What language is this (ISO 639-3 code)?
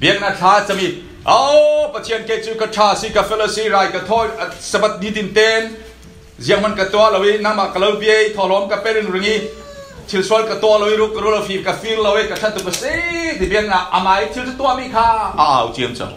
cfm